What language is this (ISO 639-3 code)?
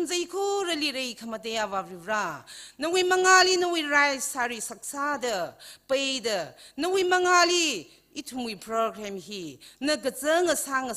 nmf